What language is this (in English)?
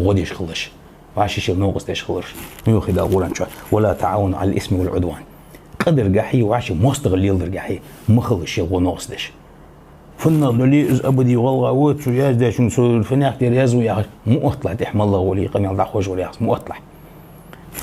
Ingush